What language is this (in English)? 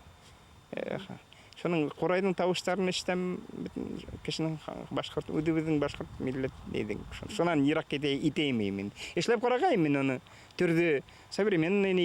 Bashkir